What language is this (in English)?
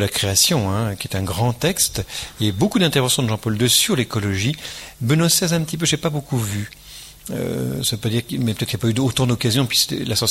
French